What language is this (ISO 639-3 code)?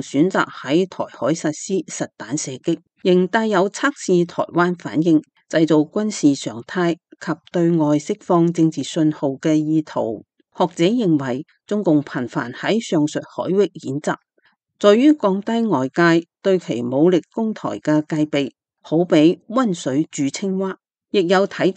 yue